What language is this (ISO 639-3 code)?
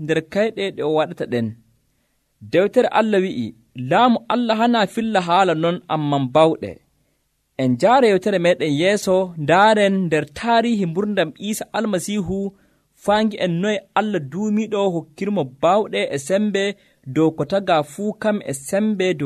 fuv